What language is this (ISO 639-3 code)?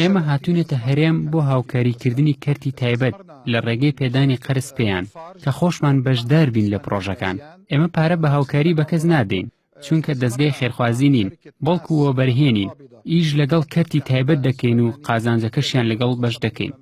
ckb